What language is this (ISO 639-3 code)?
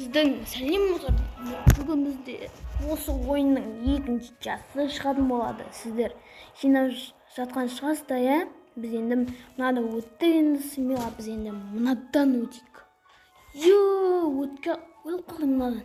kaz